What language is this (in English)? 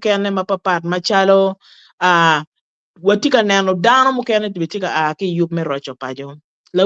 Acoli